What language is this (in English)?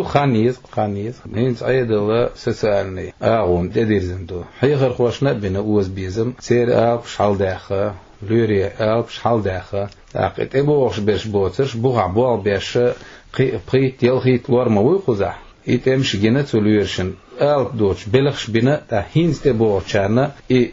Chechen